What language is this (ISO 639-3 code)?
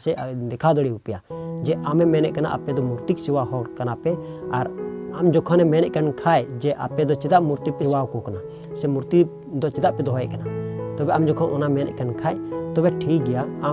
sat